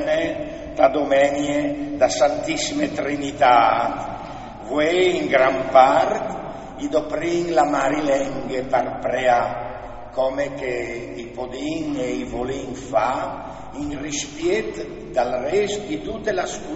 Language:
Friulian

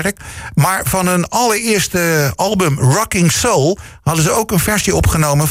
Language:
Dutch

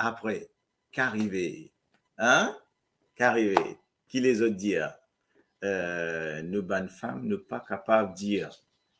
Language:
Morisyen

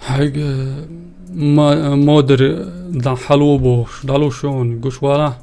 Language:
Chechen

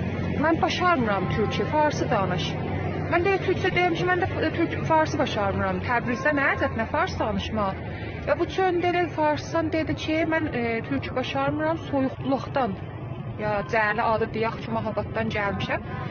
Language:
South Azerbaijani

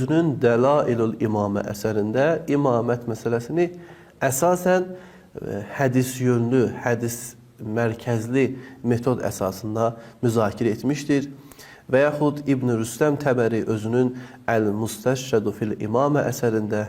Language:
Azerbaijani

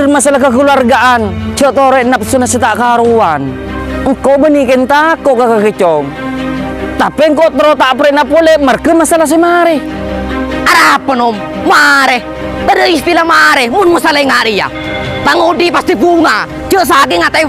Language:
Madurese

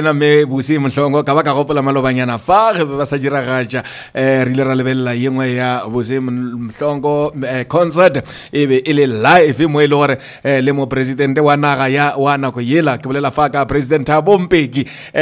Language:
Northern Sotho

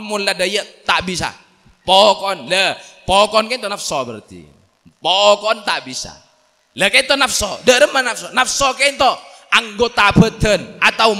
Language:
Madurese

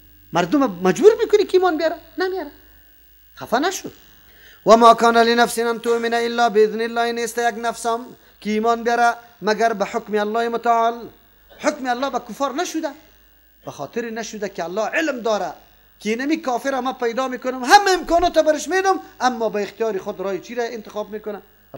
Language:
Persian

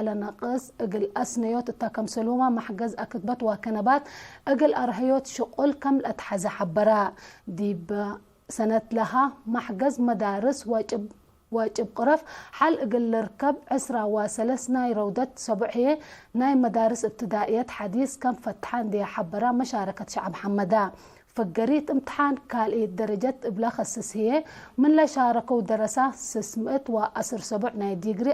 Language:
Tigre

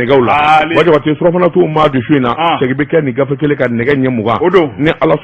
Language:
Bambara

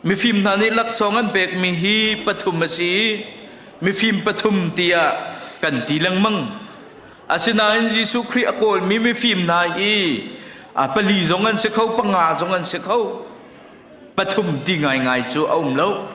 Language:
Hakha Chin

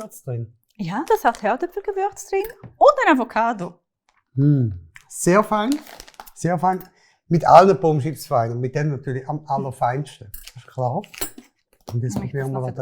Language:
Swiss German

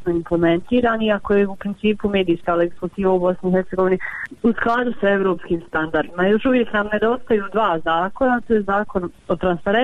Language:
Bosnian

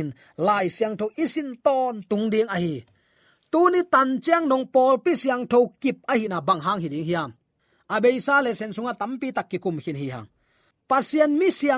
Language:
Tedim Chin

